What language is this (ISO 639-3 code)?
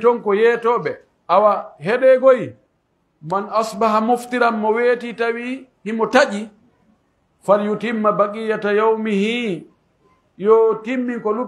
fuf